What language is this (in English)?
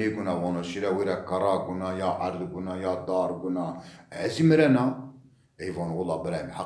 Zaza